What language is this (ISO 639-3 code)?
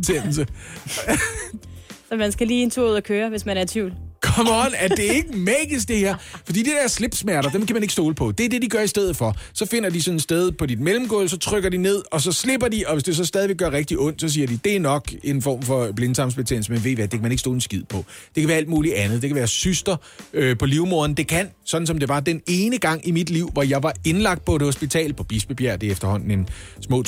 dan